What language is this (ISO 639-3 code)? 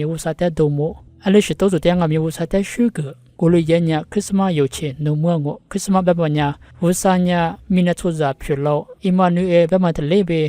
lis